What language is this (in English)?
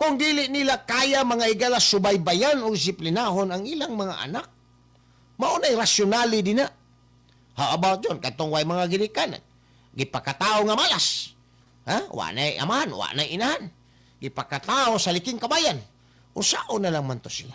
Cebuano